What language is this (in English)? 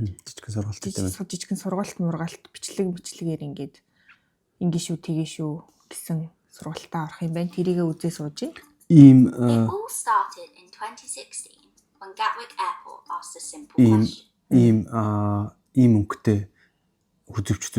Mongolian